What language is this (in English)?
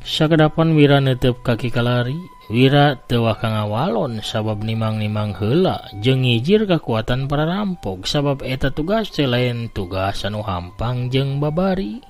Sundanese